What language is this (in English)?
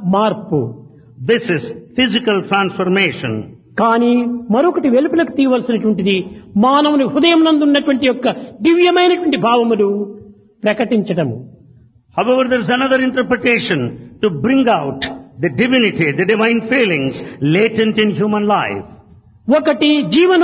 Telugu